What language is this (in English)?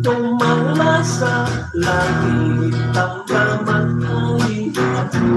Hiligaynon